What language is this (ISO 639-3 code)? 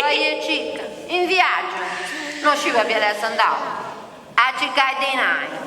srd